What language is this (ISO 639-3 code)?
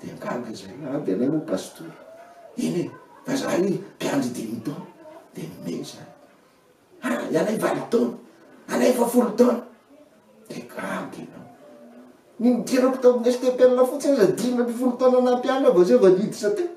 mlg